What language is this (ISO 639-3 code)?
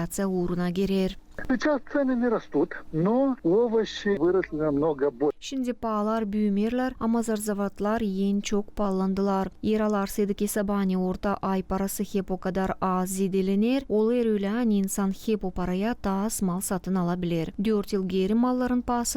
gag